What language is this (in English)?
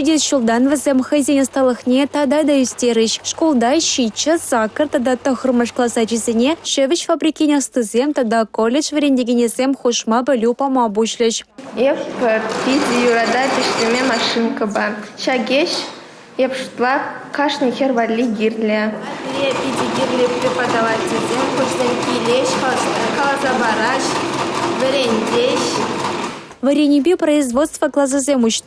Chuvash